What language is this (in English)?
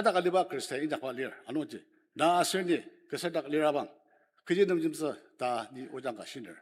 Ao Naga